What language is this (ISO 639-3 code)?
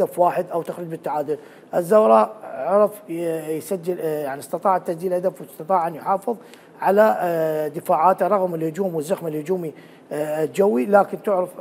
acm